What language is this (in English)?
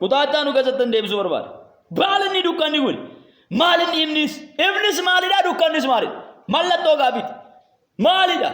Oromo